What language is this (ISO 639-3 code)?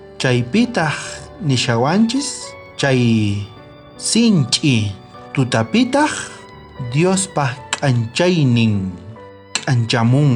quh